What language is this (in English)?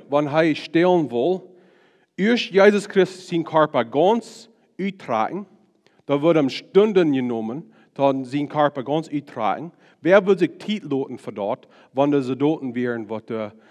Plautdietsch